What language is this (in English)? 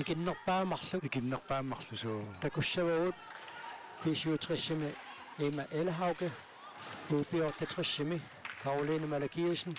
Kalaallisut